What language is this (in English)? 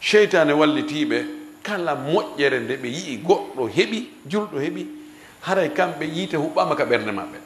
Fula